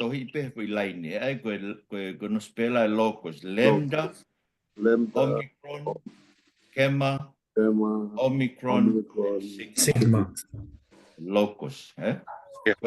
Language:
Tongan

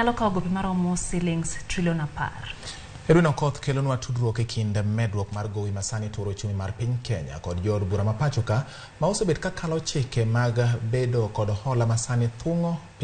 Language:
Luo (Kenya and Tanzania)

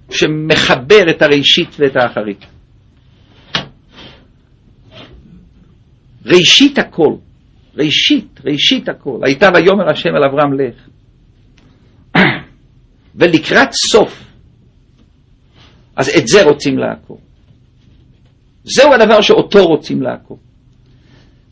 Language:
Hebrew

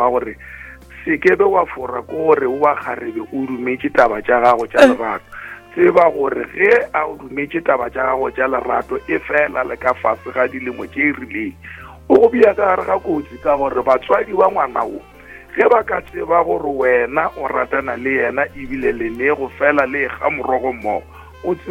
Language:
Northern Sotho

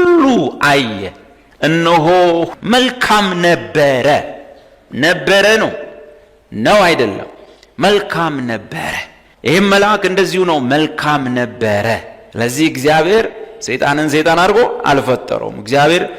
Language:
Amharic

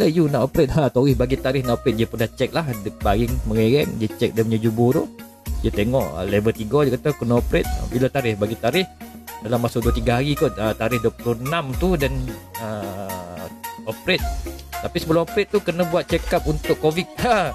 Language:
Malay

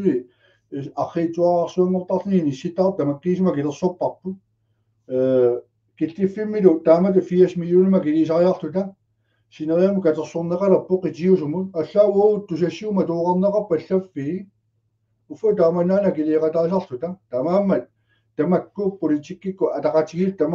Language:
Kalaallisut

